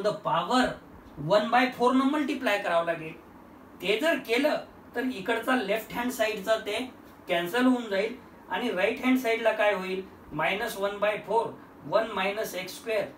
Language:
Marathi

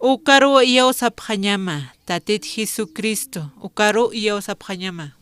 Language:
Aymara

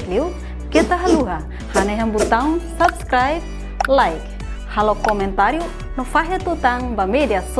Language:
Tetum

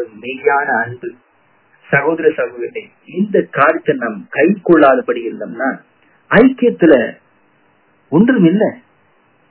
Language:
Tamil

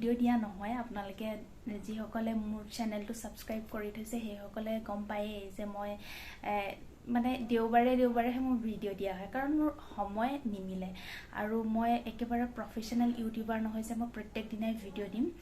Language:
Assamese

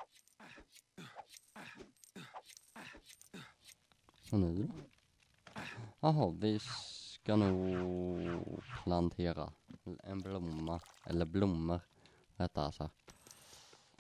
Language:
Swedish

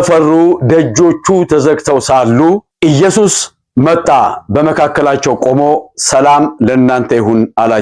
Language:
Amharic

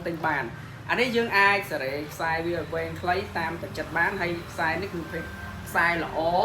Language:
Khmer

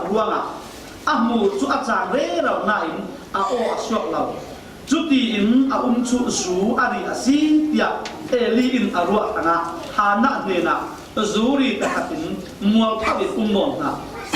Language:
Falam Chin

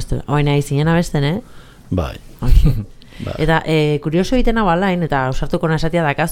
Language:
Basque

